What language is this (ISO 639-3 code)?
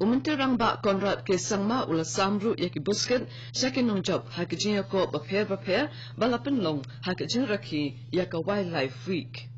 kha